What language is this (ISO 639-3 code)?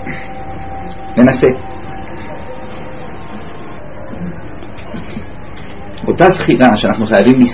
heb